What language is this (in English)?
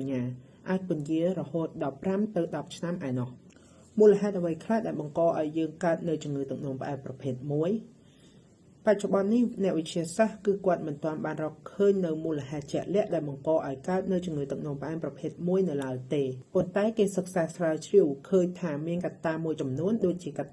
Khmer